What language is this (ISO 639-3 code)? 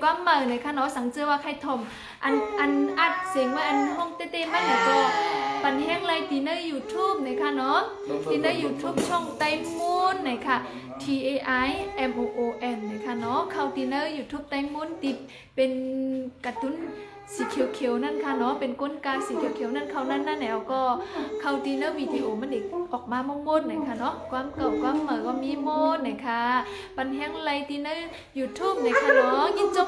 shn